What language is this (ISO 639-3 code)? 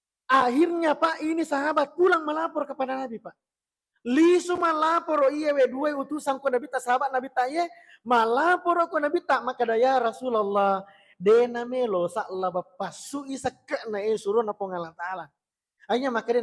bug